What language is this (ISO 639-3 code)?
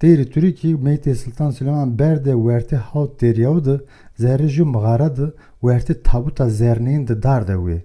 zza